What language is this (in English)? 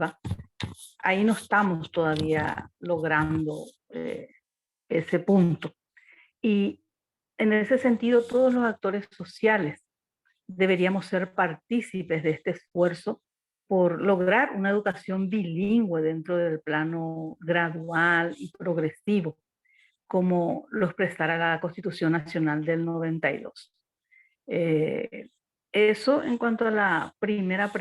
Guarani